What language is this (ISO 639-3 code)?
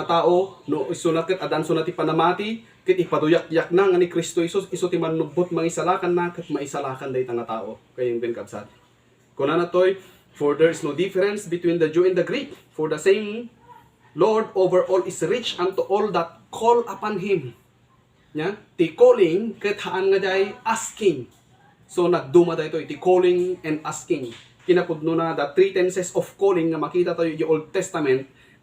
ilo